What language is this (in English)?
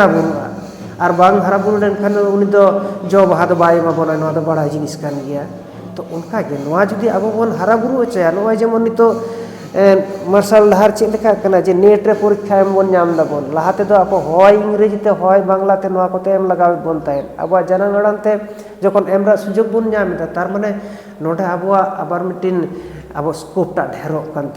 Santali